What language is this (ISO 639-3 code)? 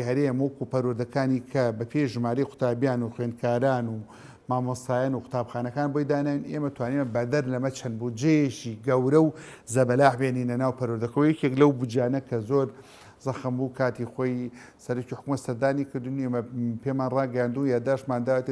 ckb